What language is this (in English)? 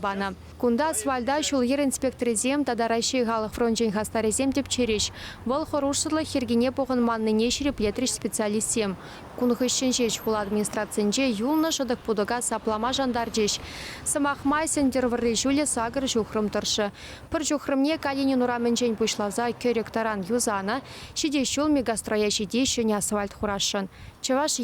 Chuvash